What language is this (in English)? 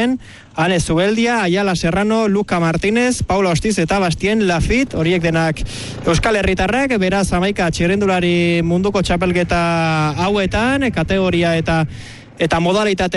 Basque